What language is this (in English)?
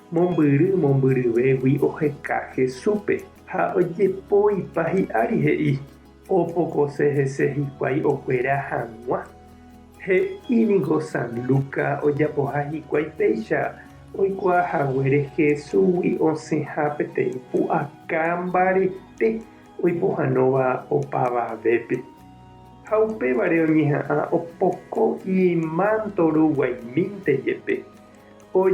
Guarani